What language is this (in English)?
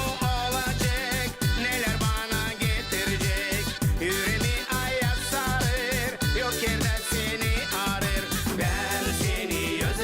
Gagauz